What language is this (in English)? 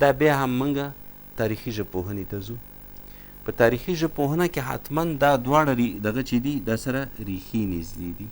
Pashto